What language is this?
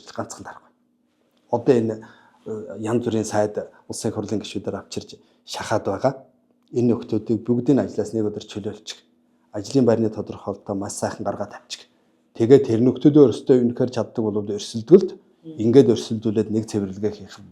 Mongolian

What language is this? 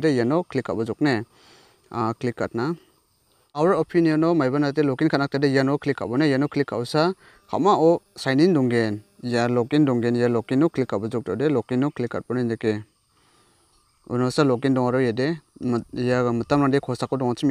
Garo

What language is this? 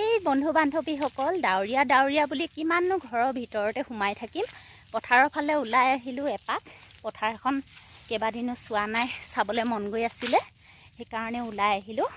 Assamese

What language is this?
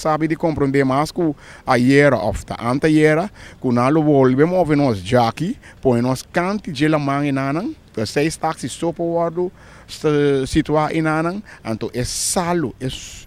Papiamento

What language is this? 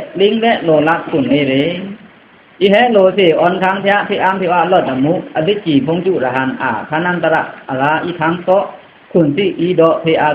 Pa'o Karen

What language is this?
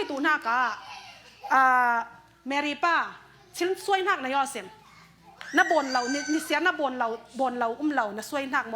Falam Chin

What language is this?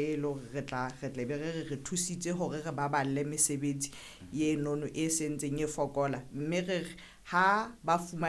Southern Sotho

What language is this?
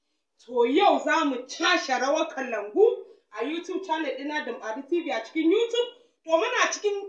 Hausa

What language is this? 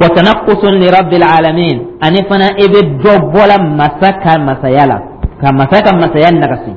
Dyula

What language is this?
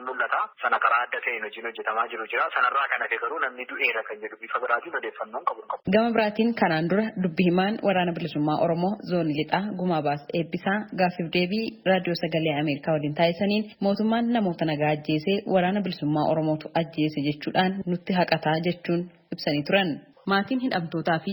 Oromo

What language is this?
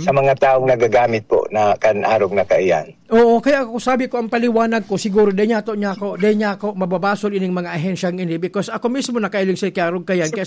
Bikol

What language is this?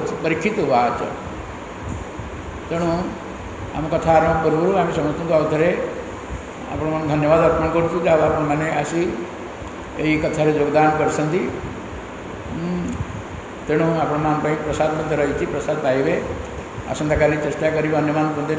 Odia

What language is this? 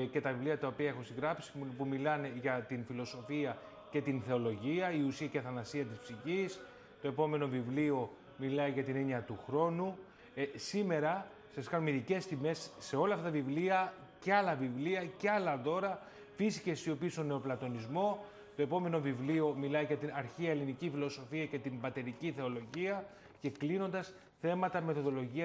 Greek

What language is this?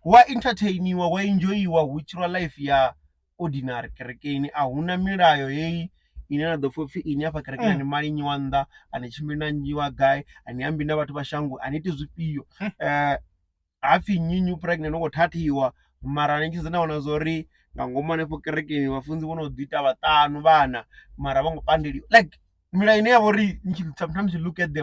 Venda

